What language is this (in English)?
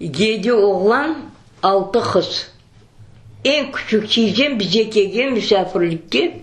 Crimean Tatar